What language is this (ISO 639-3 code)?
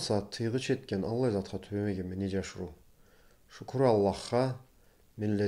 krc